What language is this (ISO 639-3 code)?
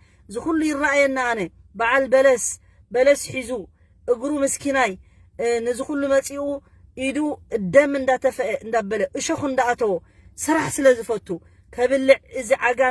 tir